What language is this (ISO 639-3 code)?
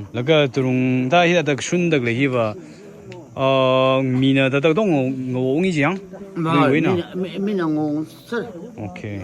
nmf